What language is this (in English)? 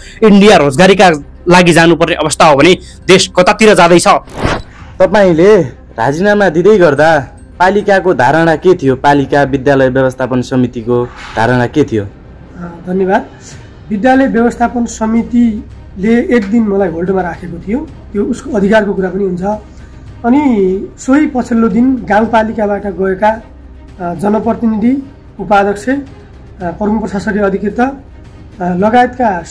Nepali